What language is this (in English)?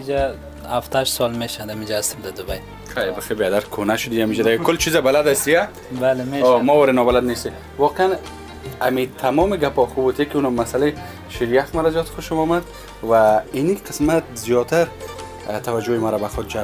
Persian